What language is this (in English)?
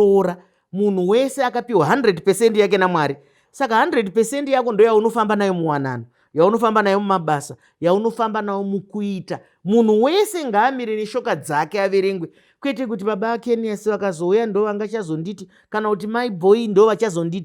Shona